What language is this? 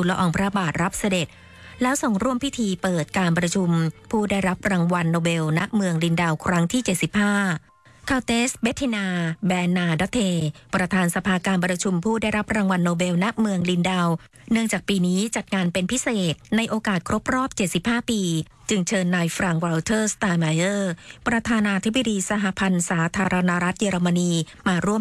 Thai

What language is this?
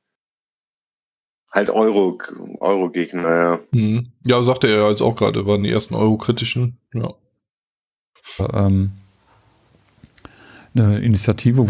German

